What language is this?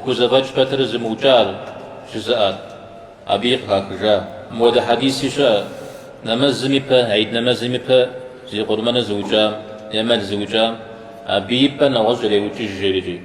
Kabardian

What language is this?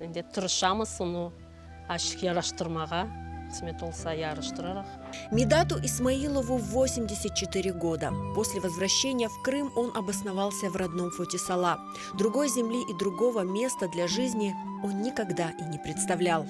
Crimean Tatar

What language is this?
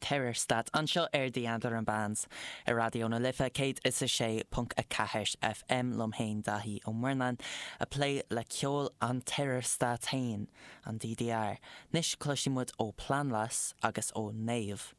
Irish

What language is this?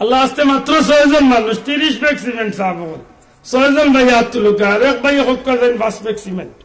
Sylheti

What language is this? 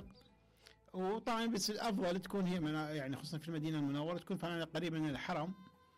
Mesopotamian Arabic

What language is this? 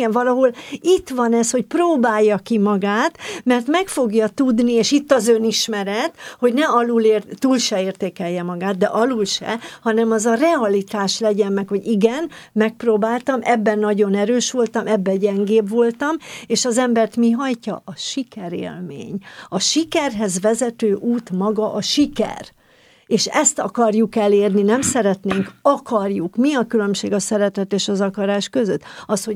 Hungarian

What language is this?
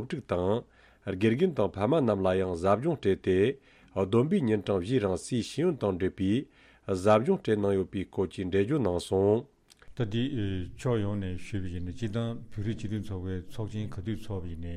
Tibetan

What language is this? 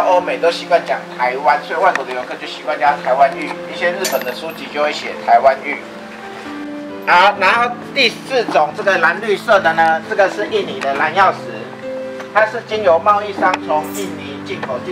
Chinese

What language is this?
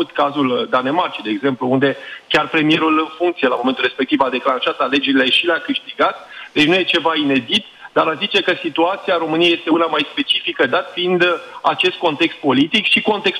Romanian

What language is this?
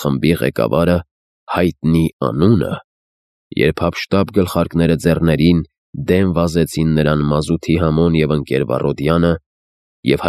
Armenian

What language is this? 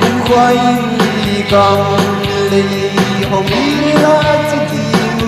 Paite Chin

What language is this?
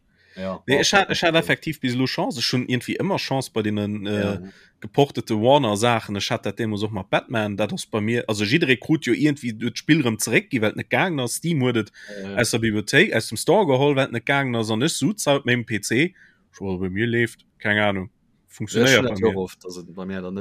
Luxembourgish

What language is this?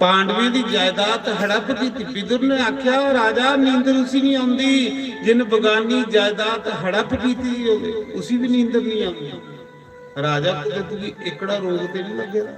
Dogri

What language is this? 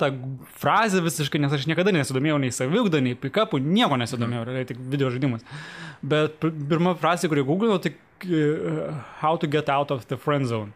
Lithuanian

